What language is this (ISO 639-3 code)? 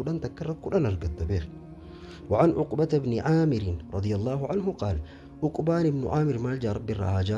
orm